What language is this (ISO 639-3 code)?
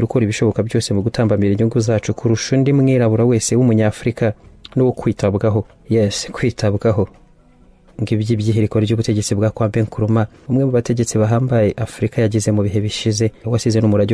kin